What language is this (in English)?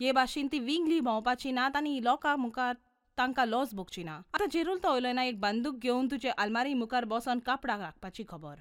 Konkani